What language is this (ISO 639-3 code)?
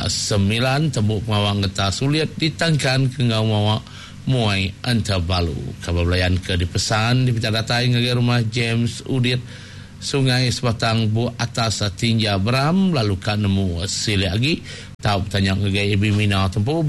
iba